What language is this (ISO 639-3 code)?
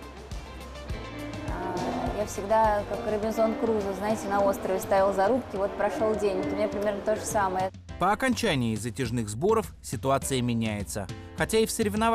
rus